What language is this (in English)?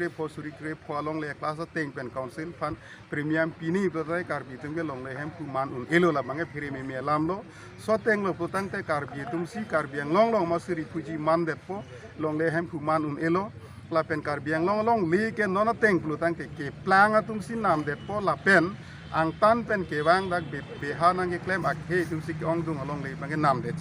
Karbi